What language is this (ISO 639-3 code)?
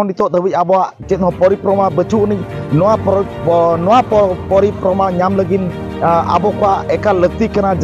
sat